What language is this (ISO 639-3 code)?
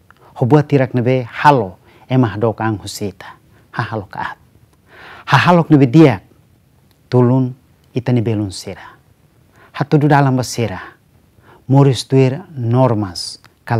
tet